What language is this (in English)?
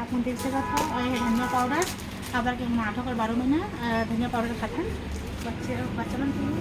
Chhattisgarhi